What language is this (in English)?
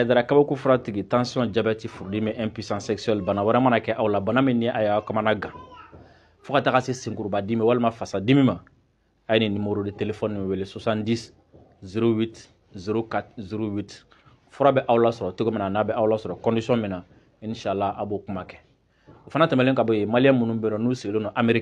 Bambara